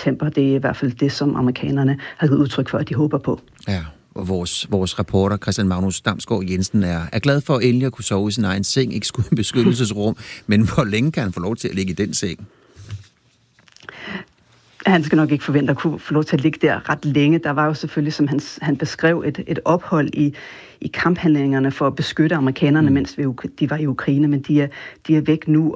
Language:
Danish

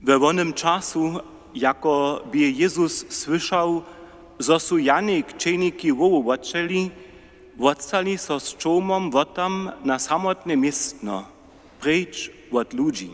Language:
Upper Sorbian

